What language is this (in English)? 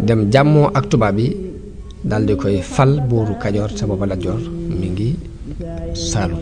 Wolof